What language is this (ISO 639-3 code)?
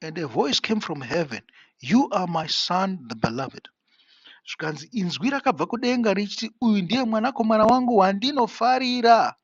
sna